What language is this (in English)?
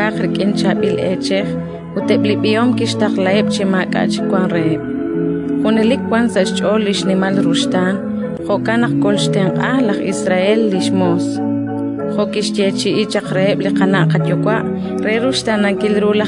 Kekchí